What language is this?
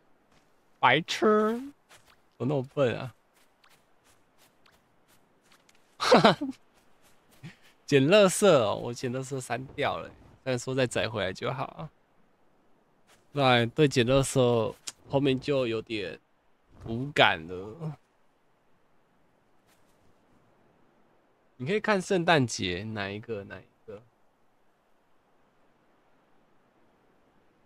Chinese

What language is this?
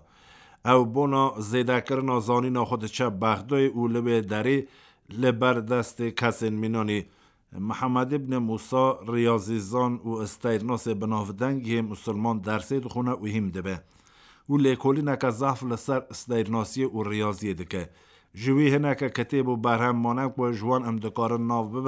Kurdish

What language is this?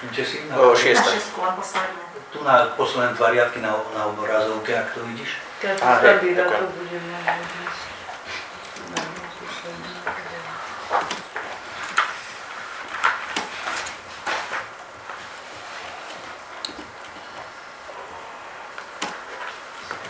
Slovak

